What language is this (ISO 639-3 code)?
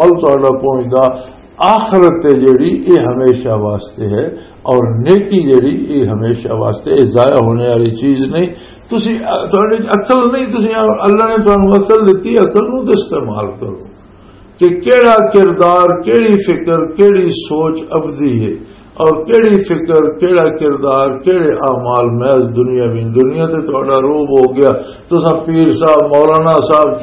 lah